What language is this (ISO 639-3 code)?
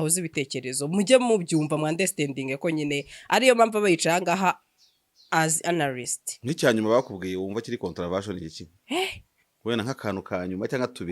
kin